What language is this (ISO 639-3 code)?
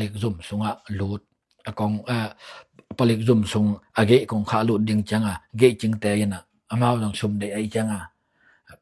ctd